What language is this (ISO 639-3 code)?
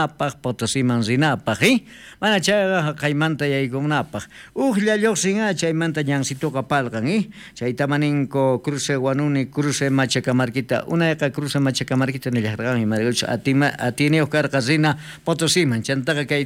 quh